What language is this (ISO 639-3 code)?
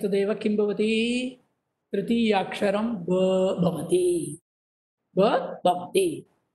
san